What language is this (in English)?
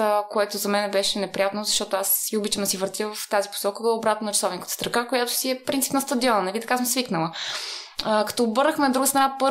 Bulgarian